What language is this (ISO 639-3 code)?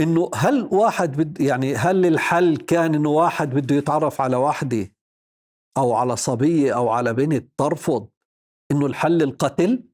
apc